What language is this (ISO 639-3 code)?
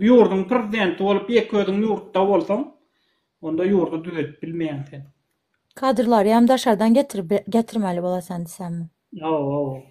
tuk